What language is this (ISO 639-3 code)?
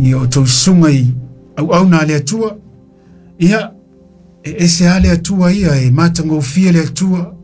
smo